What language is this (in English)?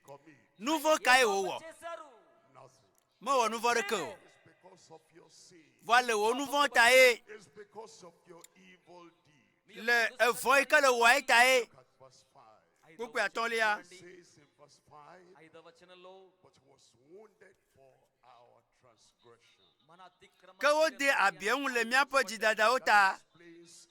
Ewe